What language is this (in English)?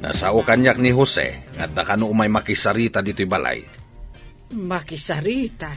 Iloko